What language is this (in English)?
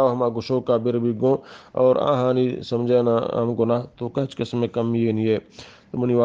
Eastern Balochi